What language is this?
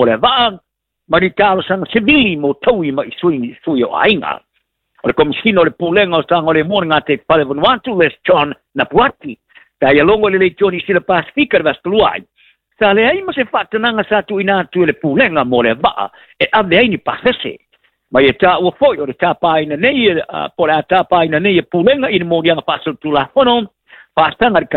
Samoan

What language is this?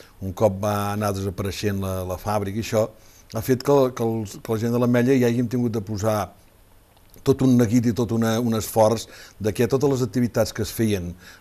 Catalan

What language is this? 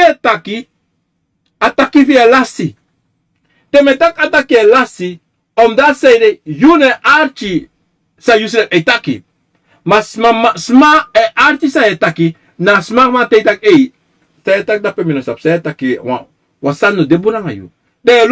Sranan Tongo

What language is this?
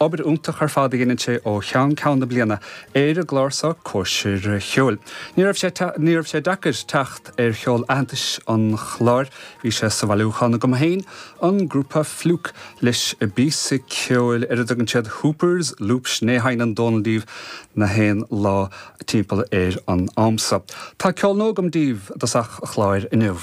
Irish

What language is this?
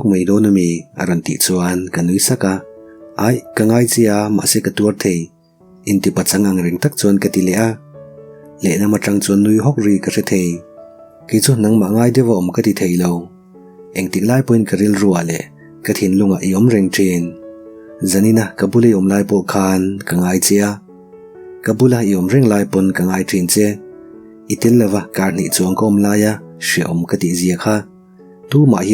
Mizo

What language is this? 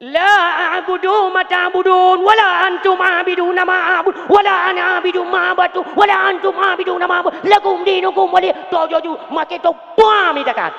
Achinese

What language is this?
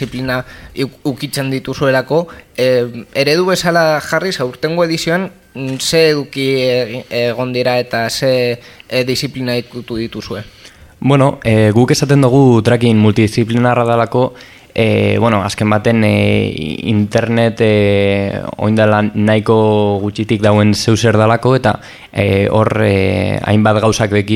Basque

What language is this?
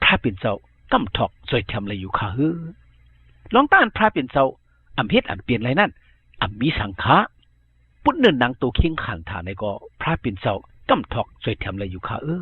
Shan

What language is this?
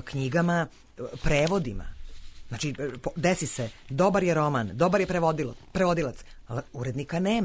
Serbian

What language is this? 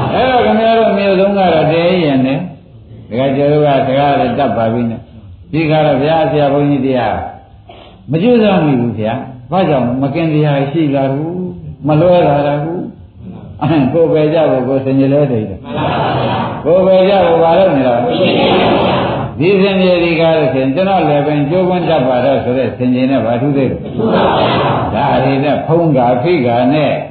Burmese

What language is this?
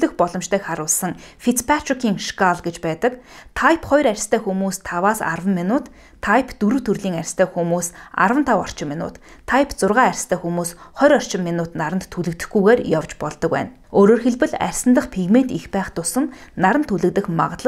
Mongolian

